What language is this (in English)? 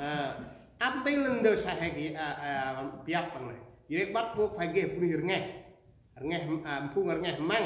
Central Mnong